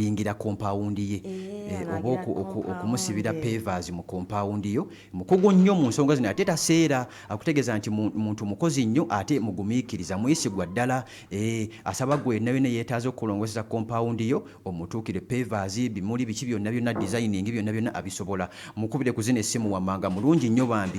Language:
Ganda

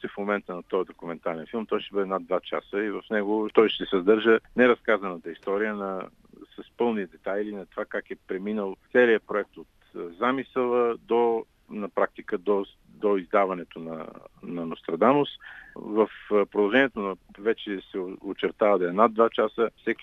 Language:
Bulgarian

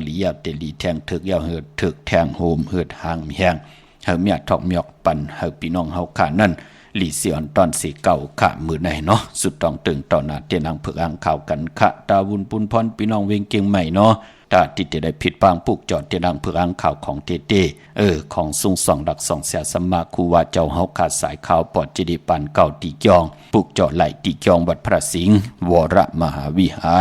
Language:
Shan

